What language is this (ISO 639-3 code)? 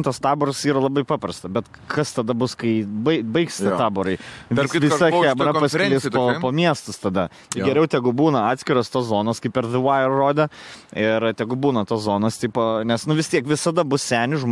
lit